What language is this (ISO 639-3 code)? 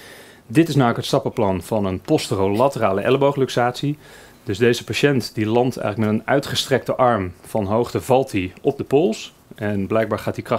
nld